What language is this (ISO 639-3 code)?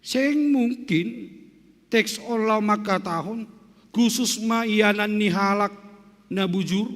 bts